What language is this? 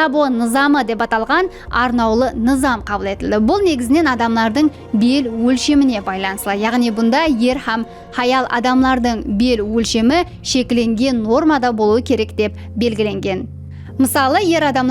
Kara-Kalpak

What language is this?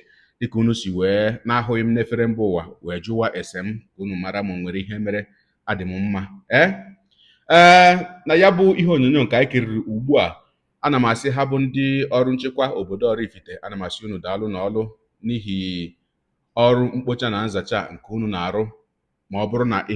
Igbo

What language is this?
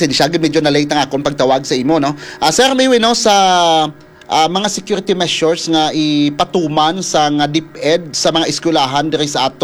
Hiligaynon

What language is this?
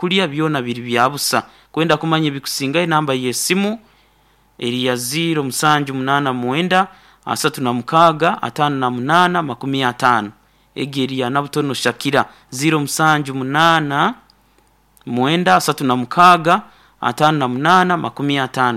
Nyoro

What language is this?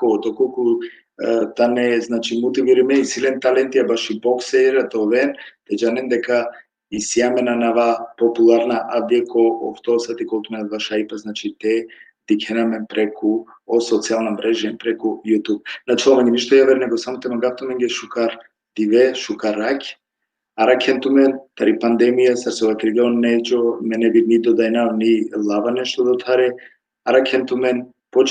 Balkan Romani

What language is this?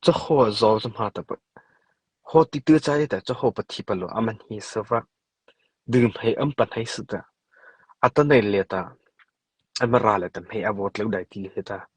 Mara Chin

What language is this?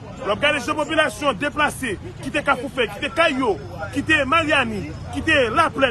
Haitian Creole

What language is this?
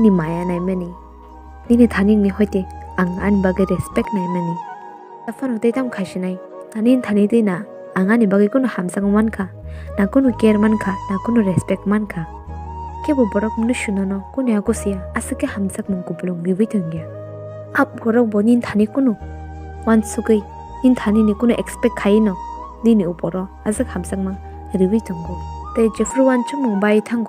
Kok Borok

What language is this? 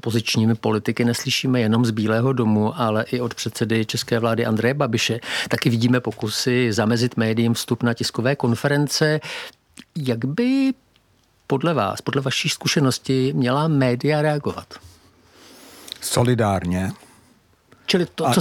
Czech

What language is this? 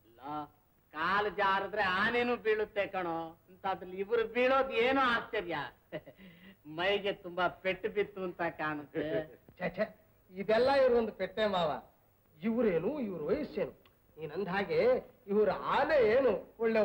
Kannada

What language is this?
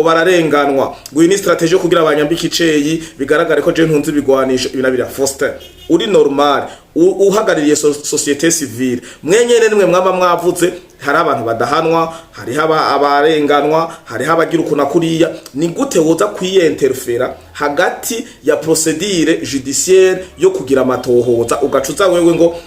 Rundi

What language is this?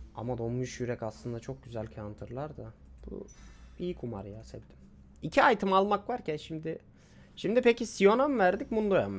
Turkish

